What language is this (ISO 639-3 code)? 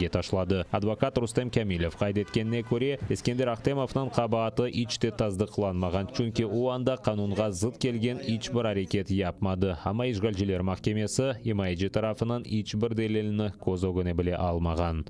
crh